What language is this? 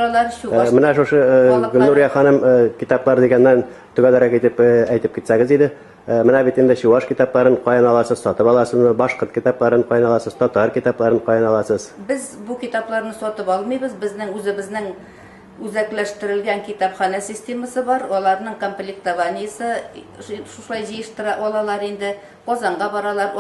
Tatar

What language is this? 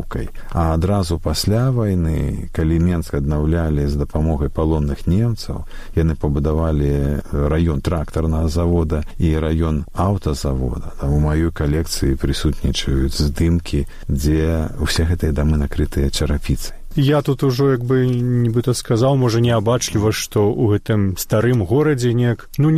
Belarusian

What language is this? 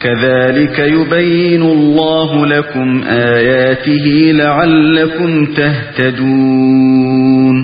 Uyghur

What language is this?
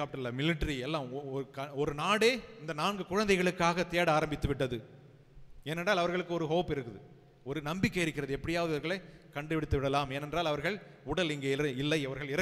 Tamil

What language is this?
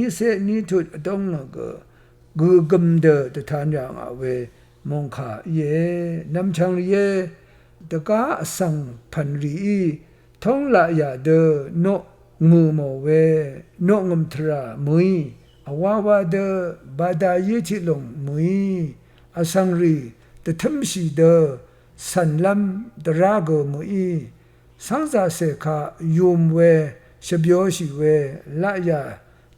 Rawang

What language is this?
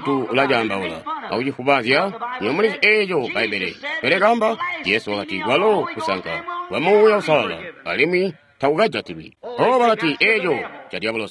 Tonga (Zambia)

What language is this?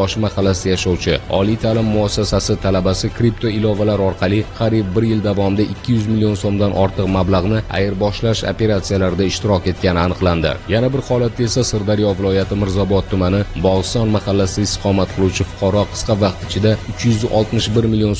Uzbek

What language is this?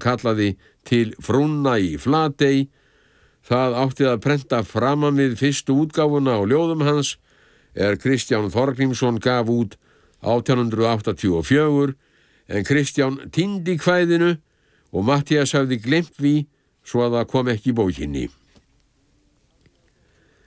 Icelandic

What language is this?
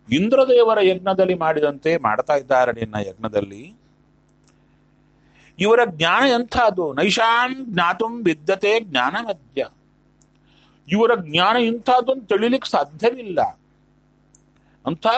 Kannada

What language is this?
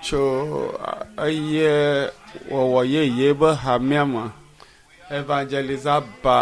Ewe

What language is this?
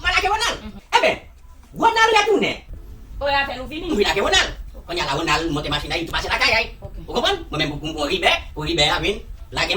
Haitian Creole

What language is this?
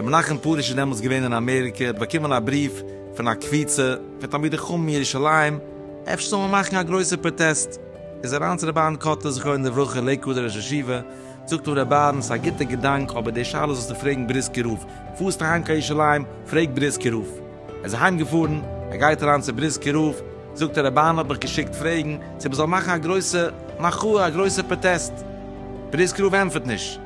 Yiddish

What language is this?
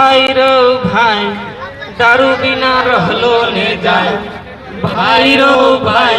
Maithili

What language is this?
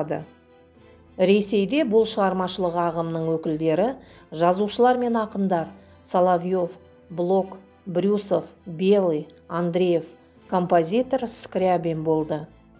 Kazakh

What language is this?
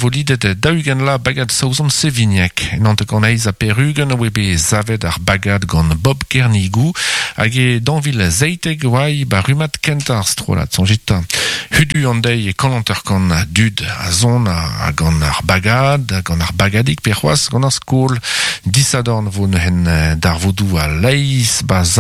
Breton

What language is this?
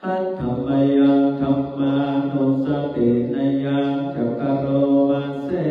Pali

